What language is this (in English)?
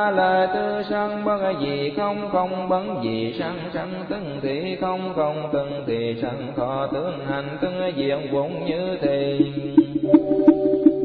Vietnamese